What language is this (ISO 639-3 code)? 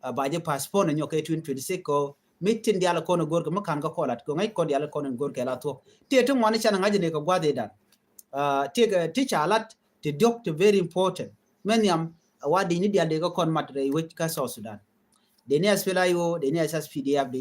nus